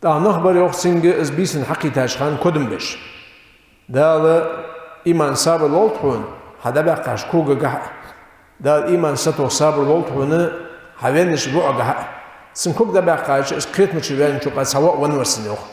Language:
Ingush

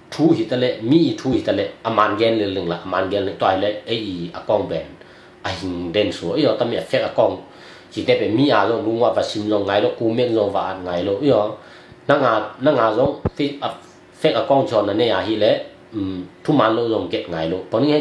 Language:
Tedim Chin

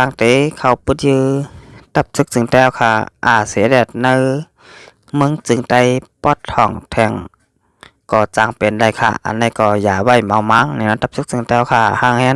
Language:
Shan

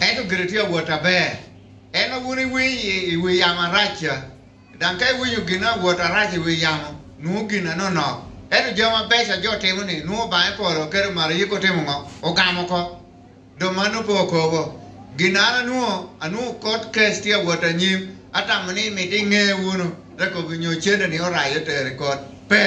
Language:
Lango (Uganda)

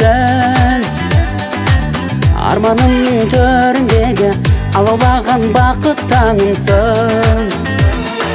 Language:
Kazakh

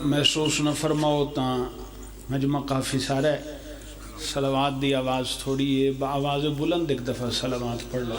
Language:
Pahari-Potwari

